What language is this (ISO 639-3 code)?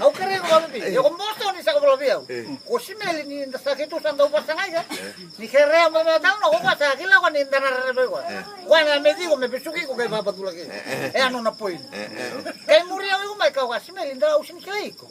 fij